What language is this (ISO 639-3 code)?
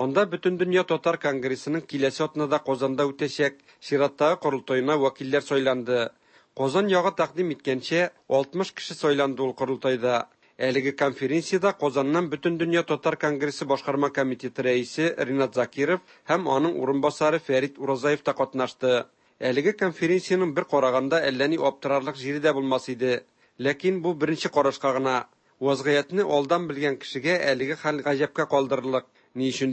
tat